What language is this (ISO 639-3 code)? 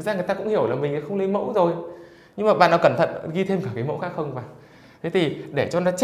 vie